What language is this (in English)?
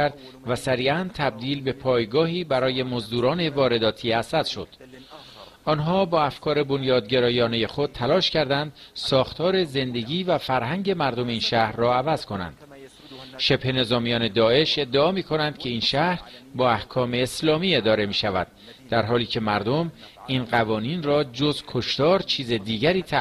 Persian